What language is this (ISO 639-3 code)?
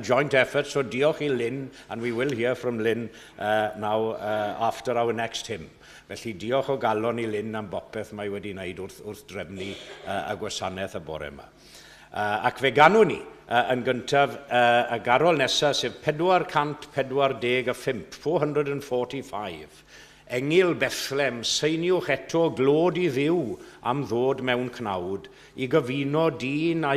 cym